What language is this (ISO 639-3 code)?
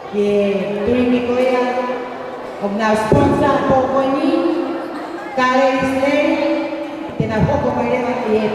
ton